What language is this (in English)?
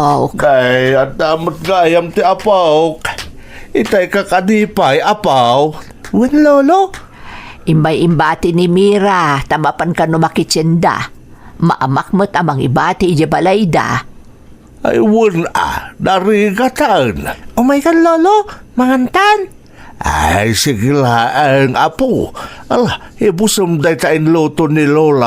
Iloko